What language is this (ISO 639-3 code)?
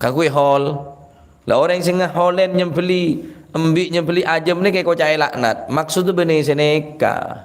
mad